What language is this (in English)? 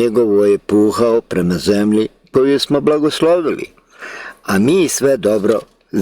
Bosnian